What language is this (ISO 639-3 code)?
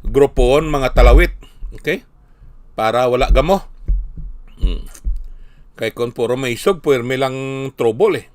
hil